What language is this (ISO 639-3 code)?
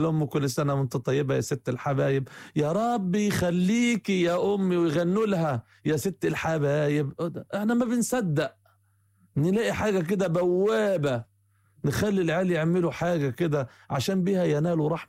arz